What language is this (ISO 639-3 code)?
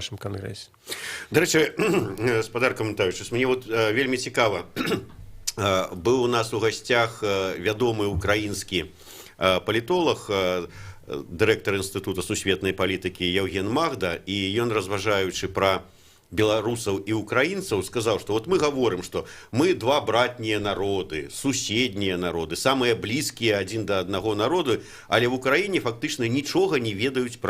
bel